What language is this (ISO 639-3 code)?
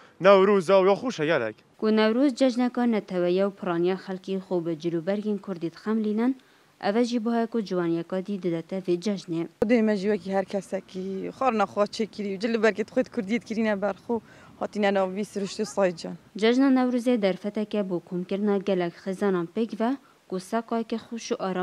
kur